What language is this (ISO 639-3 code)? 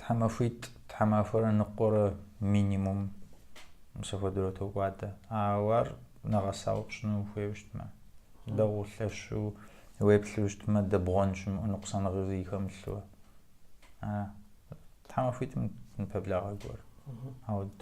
kbd